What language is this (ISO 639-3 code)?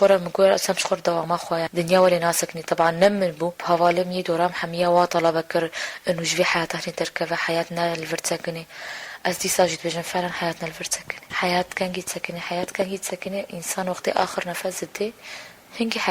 kur